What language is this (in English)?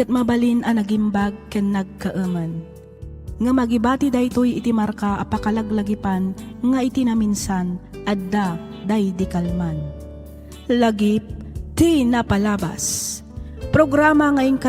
Iloko